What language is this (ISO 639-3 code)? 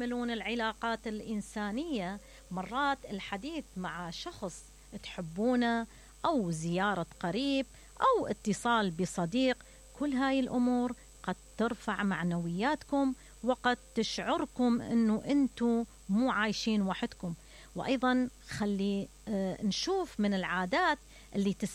acm